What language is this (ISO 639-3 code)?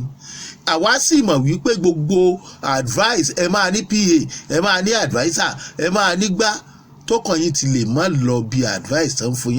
yor